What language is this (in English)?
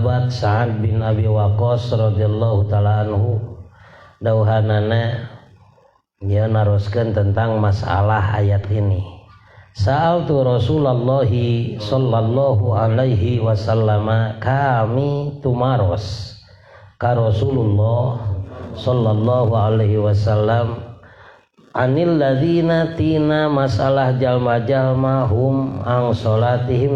Sundanese